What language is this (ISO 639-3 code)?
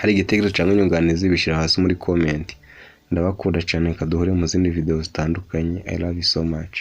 kin